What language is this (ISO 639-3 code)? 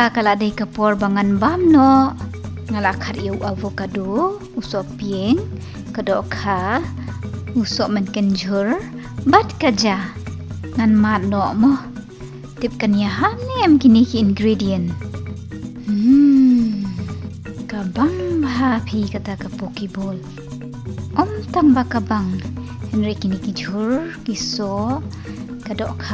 kha